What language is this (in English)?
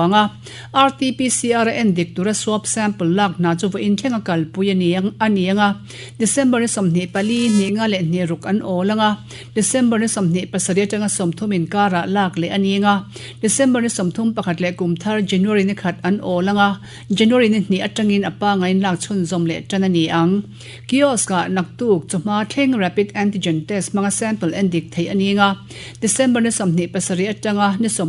Mizo